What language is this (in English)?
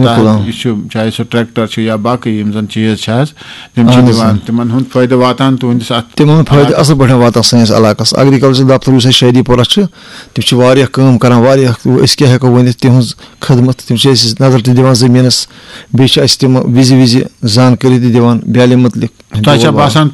Kashmiri